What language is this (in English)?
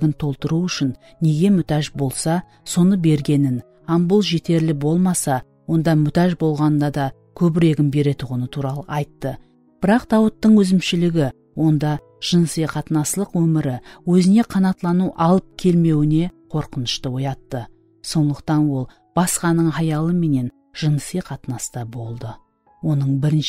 Kara-Kalpak